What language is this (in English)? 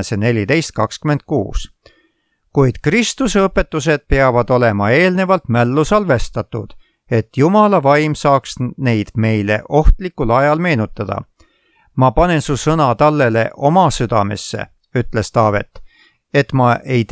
Estonian